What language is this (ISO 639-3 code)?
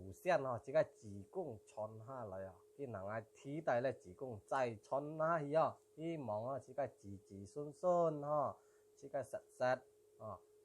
hak